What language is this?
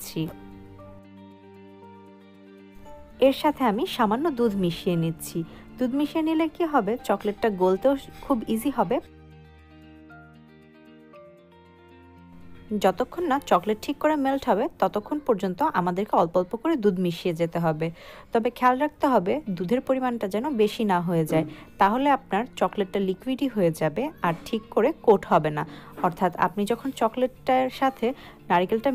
Bangla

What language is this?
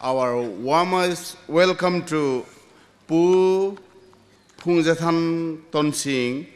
Hmar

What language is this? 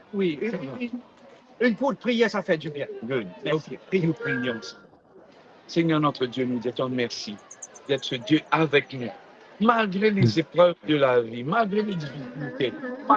Morisyen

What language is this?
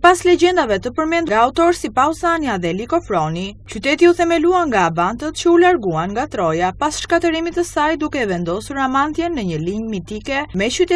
Albanian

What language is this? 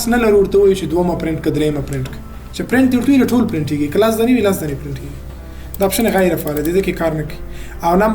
Pashto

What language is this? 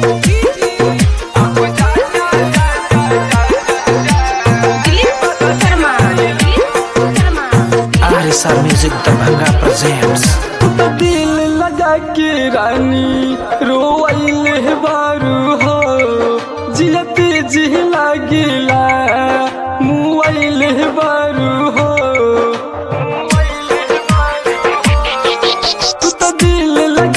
Bhojpuri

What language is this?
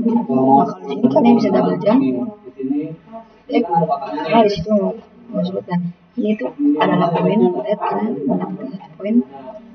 Indonesian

